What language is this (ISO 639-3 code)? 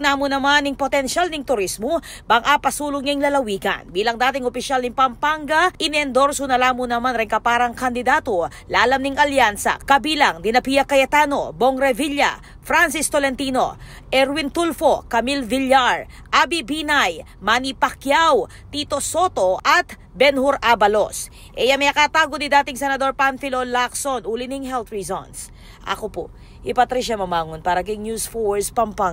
pam